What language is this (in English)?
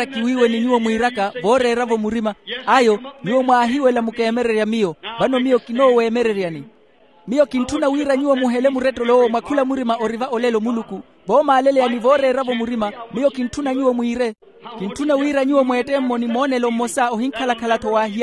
Makhuwa